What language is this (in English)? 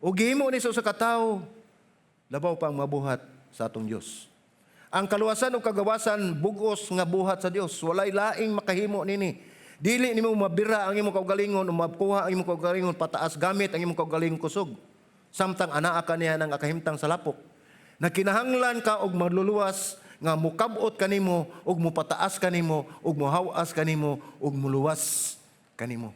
Cebuano